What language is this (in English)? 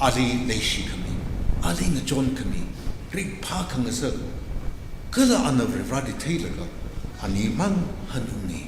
Tangkhul Naga (India)